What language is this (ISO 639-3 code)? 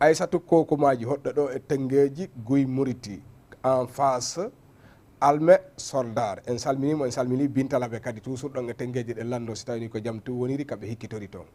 ful